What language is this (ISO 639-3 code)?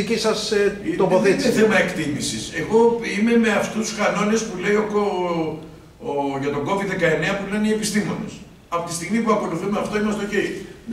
ell